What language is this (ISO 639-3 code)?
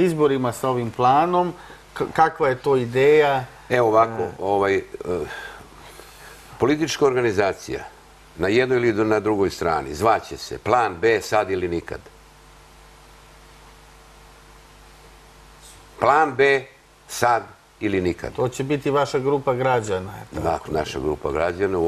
srp